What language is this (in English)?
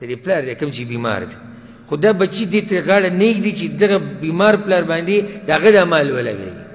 Pashto